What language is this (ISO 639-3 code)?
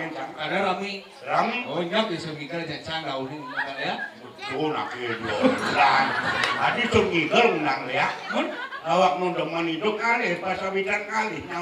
ban